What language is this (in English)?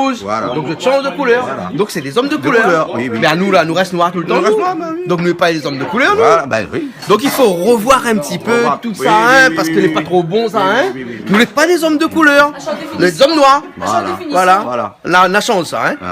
Réunion Creole French